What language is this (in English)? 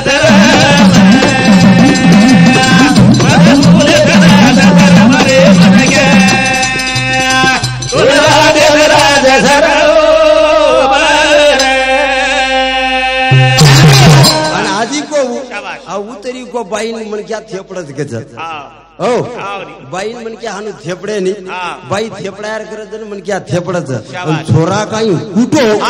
Lambadi